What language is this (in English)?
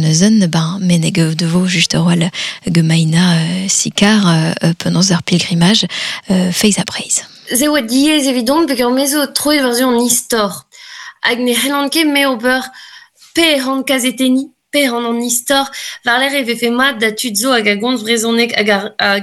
Breton